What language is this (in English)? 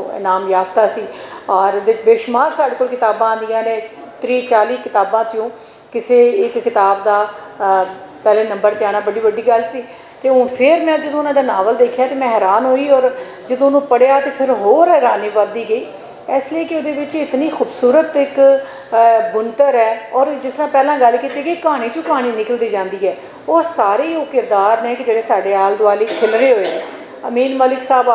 Western Panjabi